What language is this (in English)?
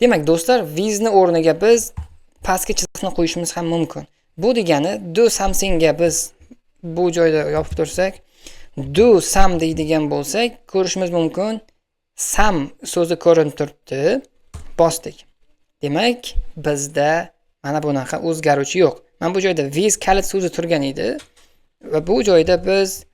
Uzbek